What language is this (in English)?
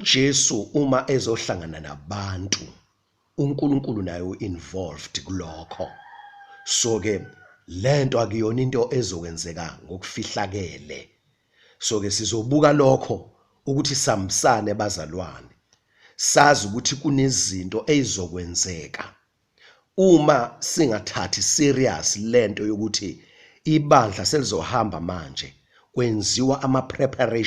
Zulu